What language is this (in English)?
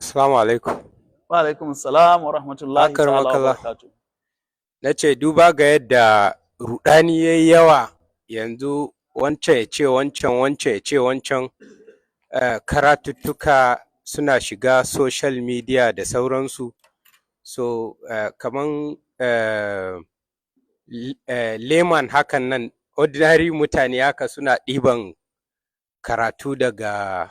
Hausa